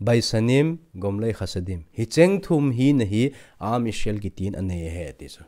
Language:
Thado Chin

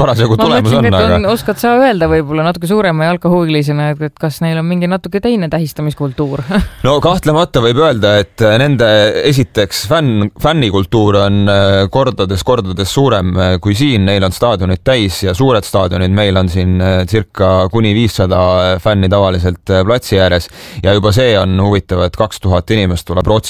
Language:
Estonian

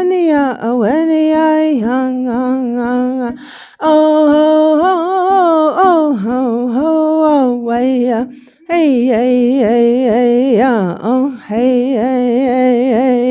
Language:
Navajo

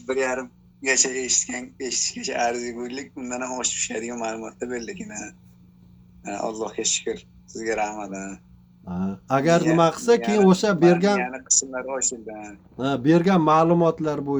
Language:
Uzbek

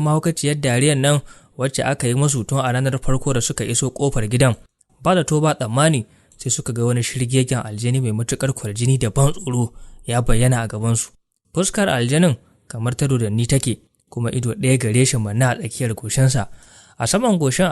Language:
Hausa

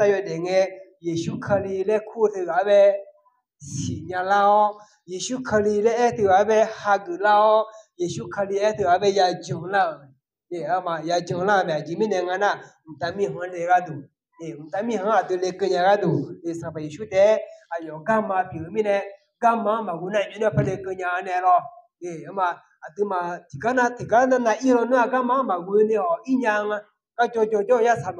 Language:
Akha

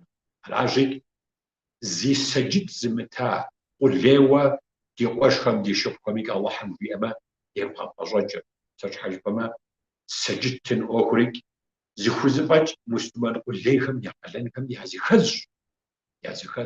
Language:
Kabardian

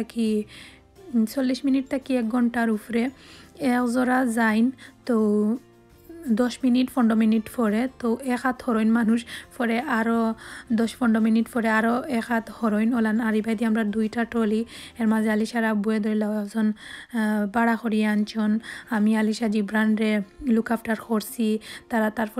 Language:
Sylheti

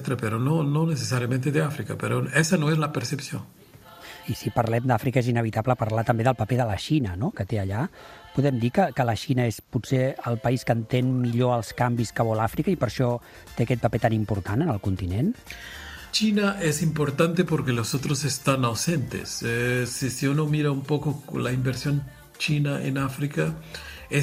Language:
Catalan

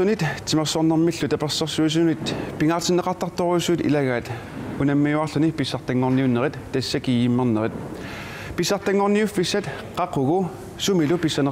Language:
Kalaallisut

